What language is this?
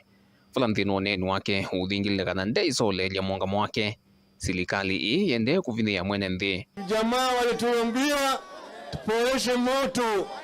Kamba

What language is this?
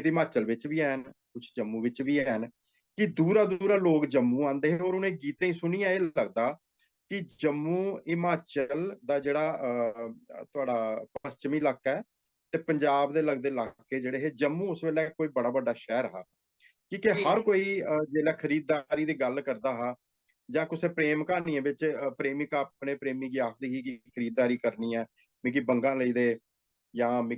Dogri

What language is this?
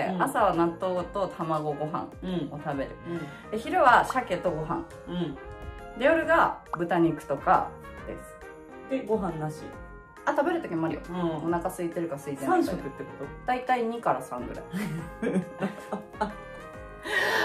Japanese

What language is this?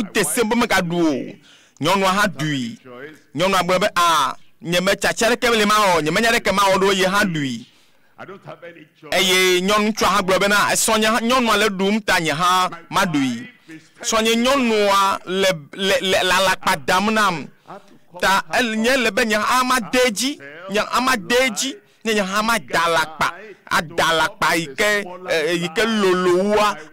Ewe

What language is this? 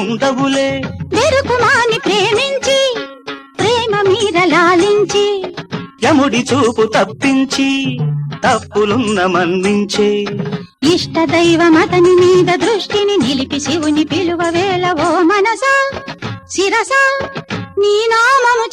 Telugu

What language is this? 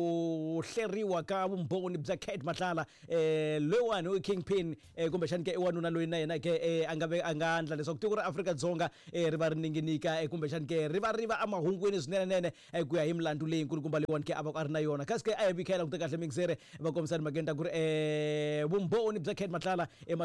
Tsonga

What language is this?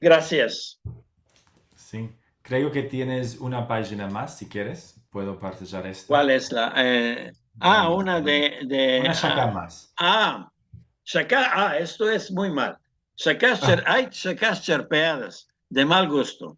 Ladino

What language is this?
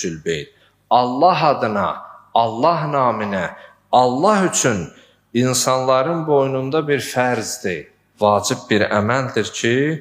Azerbaijani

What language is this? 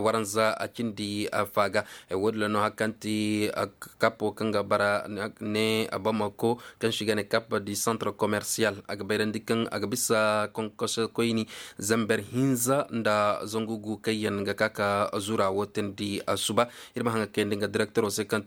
Koyraboro Senni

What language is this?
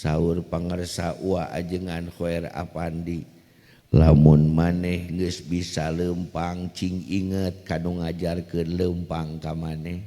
Sundanese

